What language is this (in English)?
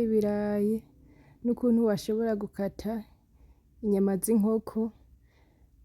Rundi